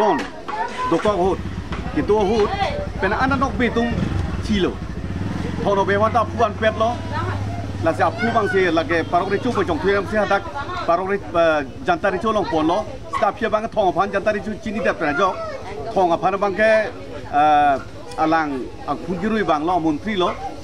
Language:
Karbi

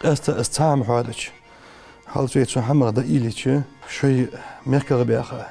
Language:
Ingush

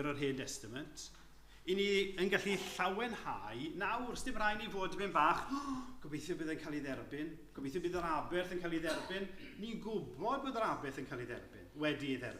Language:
Welsh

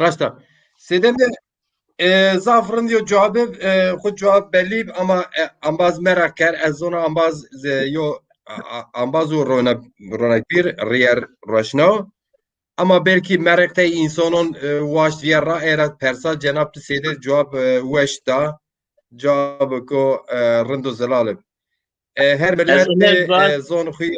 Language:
Zaza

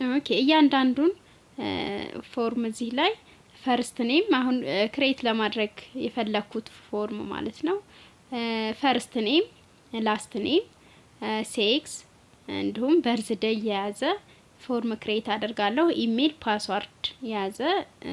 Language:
Amharic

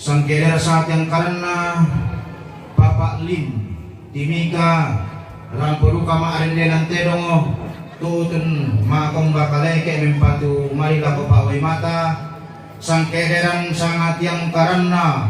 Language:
Toraja-Sa'dan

